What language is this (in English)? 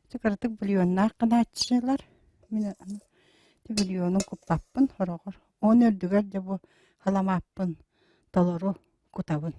Yakut